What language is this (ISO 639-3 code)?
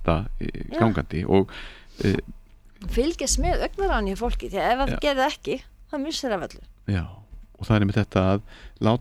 isl